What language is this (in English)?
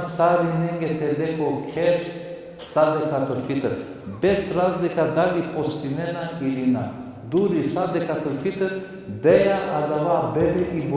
Balkan Romani